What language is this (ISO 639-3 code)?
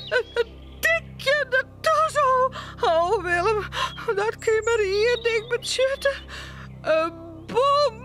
fry